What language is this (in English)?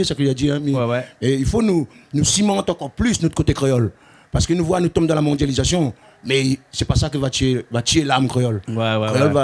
Réunion Creole French